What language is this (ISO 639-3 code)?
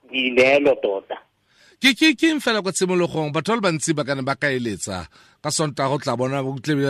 tsn